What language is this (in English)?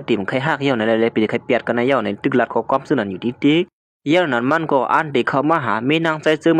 Shan